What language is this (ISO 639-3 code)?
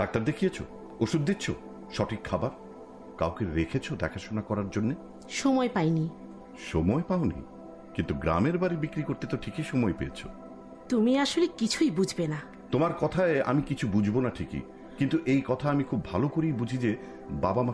ben